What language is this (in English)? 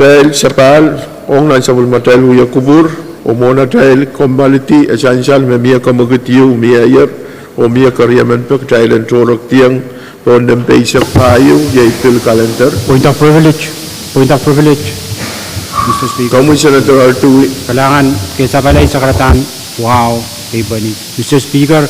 Pohnpeian